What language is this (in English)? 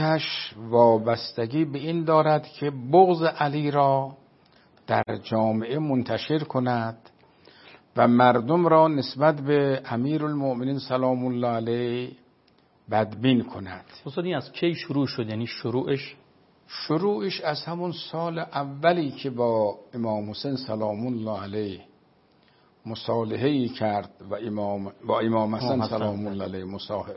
Persian